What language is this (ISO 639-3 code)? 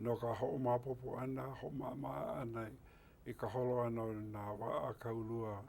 haw